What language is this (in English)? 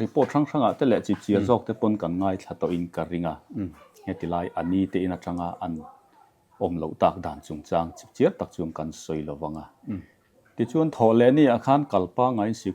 Mizo